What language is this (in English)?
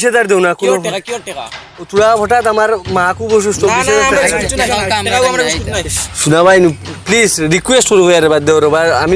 Sylheti